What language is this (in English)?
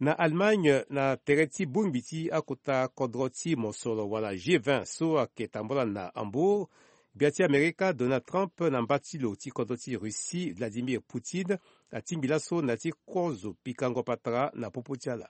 Sango